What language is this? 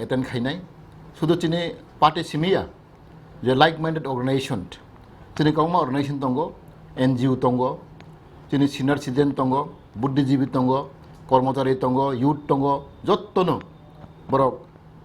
Kok Borok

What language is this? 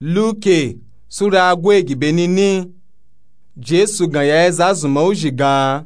Nupe-Nupe-Tako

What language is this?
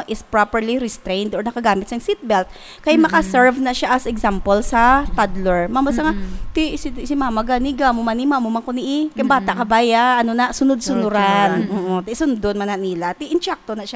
Hiligaynon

